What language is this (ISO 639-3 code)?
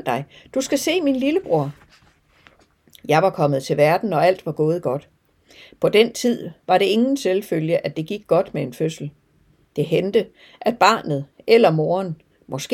dan